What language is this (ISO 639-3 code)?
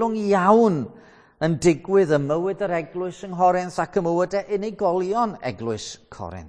cym